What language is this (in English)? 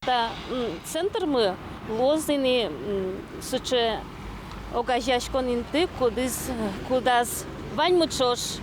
Udmurt